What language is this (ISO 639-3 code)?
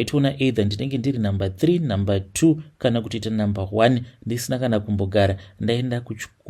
sna